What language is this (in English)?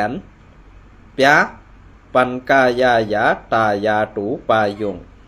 Shan